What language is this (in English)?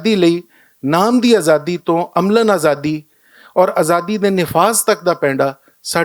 Western Panjabi